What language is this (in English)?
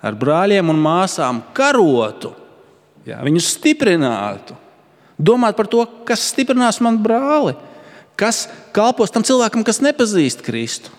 Latvian